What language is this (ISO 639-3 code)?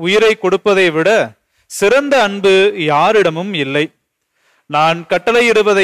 tam